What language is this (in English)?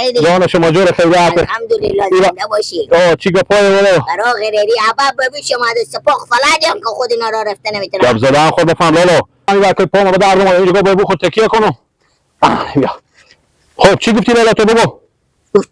Persian